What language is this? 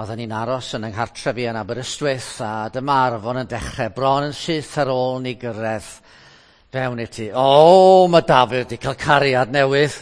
Welsh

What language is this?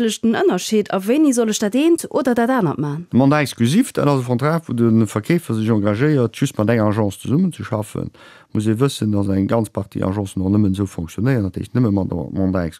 Luxembourgish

